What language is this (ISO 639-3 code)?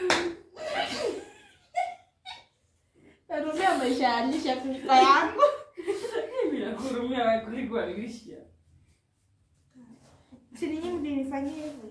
swa